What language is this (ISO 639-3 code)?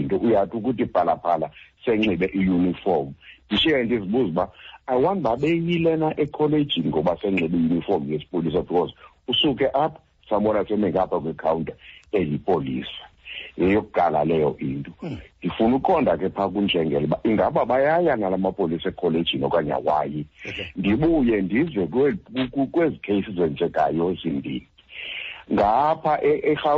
xho